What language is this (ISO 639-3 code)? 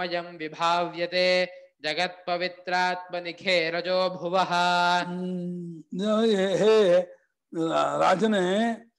kan